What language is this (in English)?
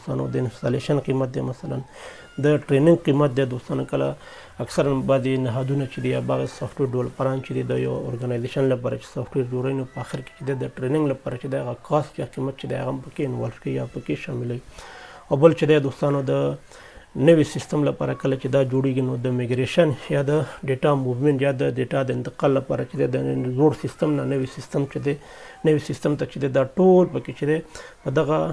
Pashto